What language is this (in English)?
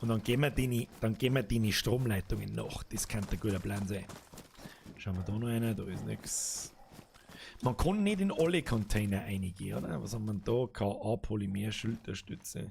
Bavarian